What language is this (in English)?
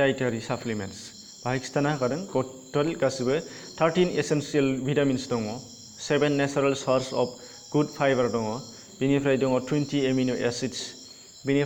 Bodo